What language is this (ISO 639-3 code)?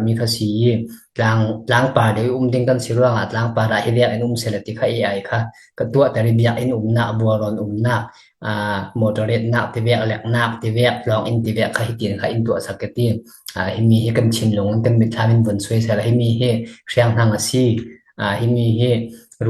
cfm